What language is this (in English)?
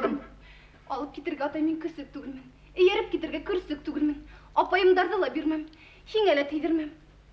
Bashkir